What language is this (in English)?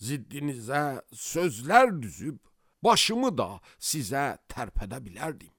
Azerbaijani